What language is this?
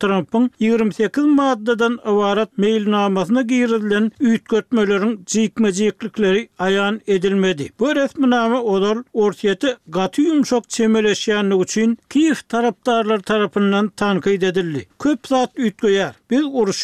Turkmen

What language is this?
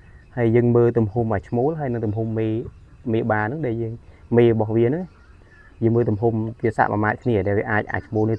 Khmer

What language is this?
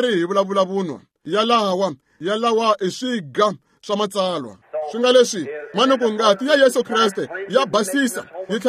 Tsonga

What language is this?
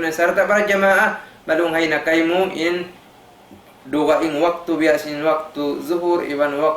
Tausug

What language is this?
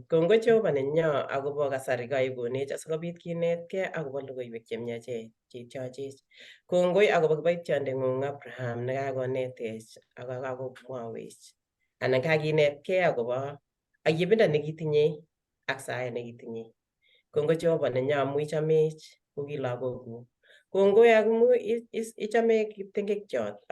Kalenjin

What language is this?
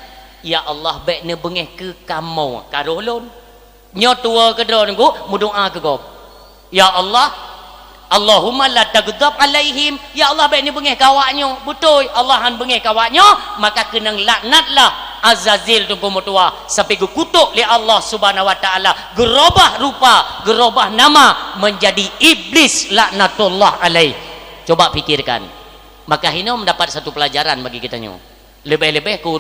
Achinese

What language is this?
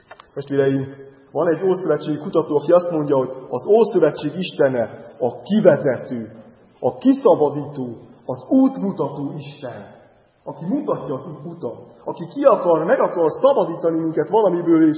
Hungarian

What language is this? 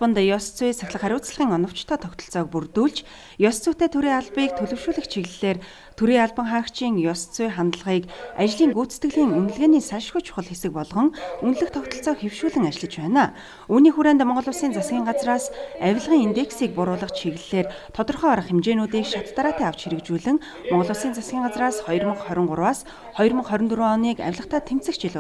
Mongolian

